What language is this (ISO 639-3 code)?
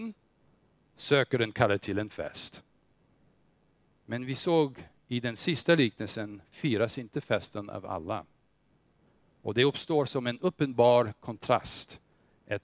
swe